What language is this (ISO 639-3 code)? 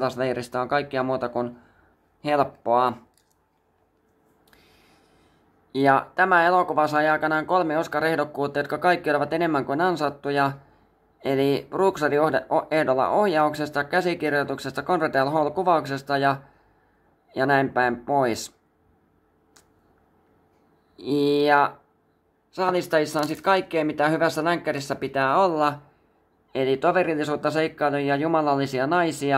fin